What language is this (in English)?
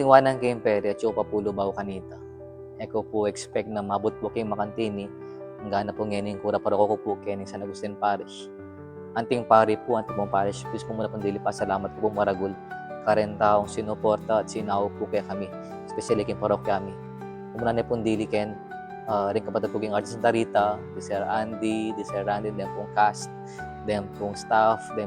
Pampanga